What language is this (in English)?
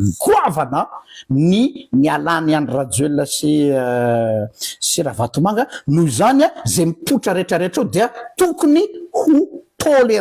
Malagasy